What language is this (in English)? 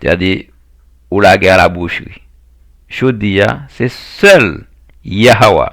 Haitian Creole